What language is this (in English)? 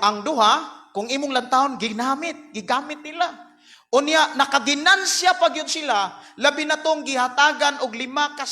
Cebuano